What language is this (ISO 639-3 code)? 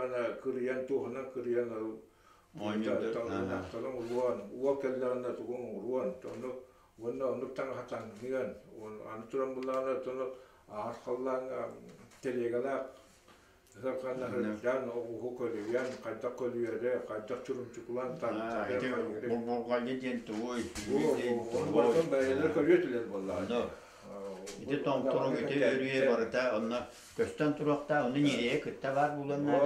sah